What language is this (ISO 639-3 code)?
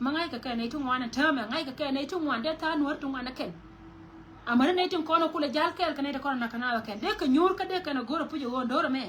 nus